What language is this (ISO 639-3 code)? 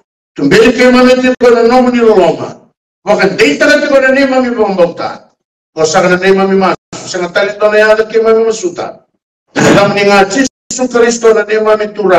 fij